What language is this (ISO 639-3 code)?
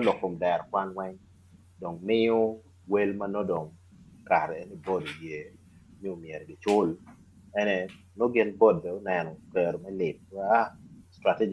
ach